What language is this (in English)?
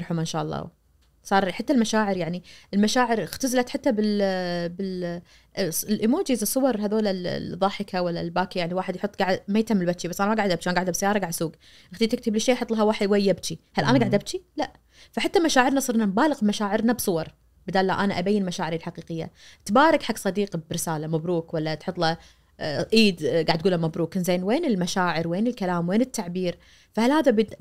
Najdi Arabic